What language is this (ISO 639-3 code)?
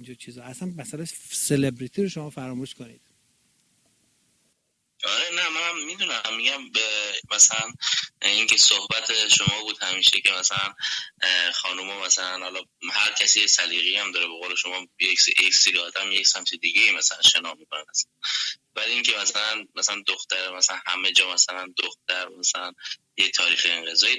fas